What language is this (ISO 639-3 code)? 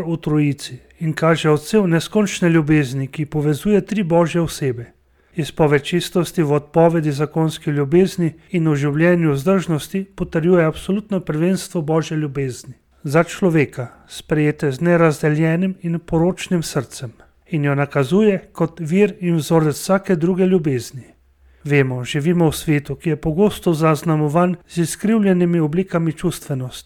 slv